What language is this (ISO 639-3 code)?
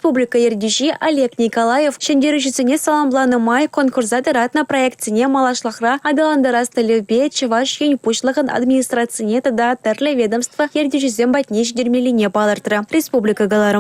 chv